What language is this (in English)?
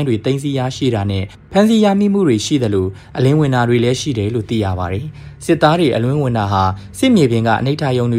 Burmese